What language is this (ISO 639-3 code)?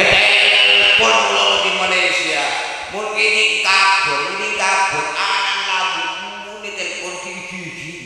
mad